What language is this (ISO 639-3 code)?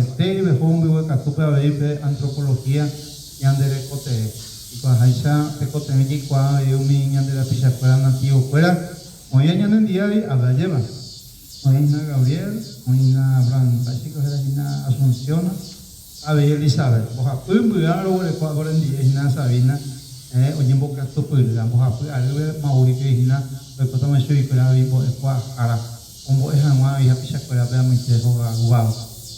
grn